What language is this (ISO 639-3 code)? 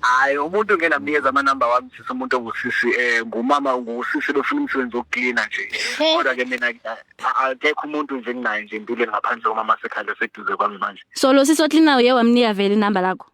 zul